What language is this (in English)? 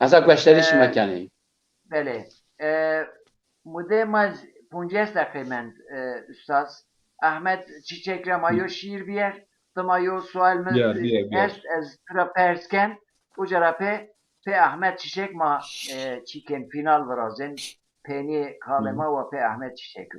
Zaza